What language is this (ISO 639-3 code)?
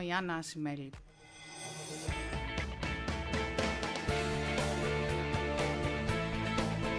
ell